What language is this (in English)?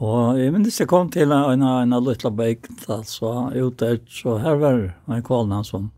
Faroese